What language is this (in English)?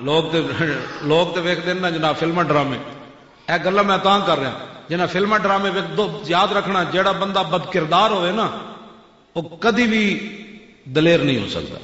Western Panjabi